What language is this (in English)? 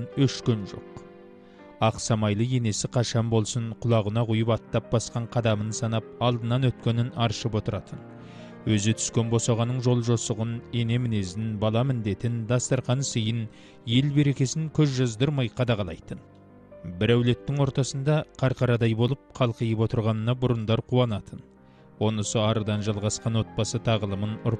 Kazakh